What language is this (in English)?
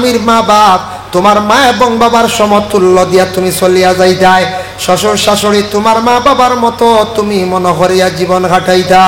Sylheti